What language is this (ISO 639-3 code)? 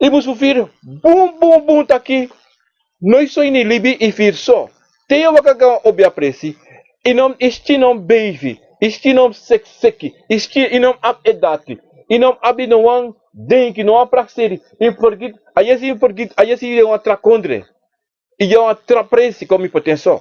srn